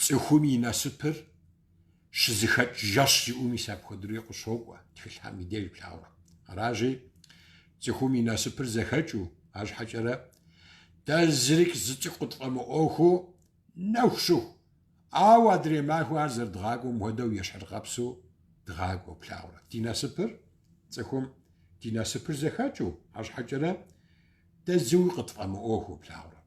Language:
Kabardian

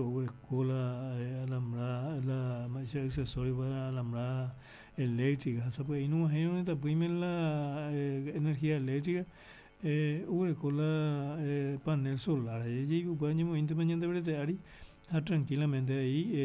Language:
Guarani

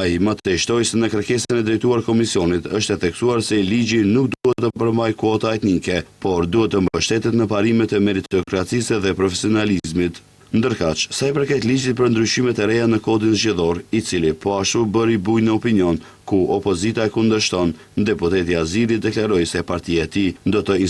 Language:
Albanian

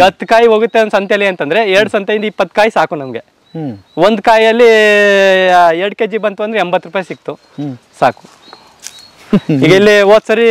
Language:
Kannada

